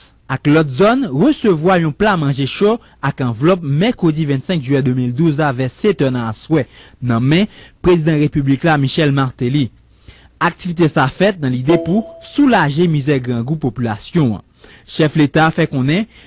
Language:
Haitian Creole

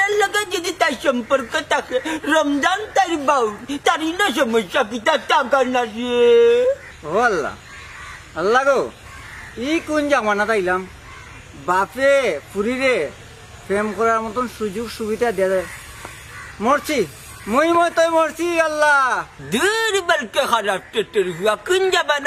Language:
Sylheti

